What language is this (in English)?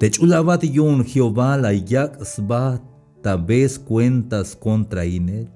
Tzeltal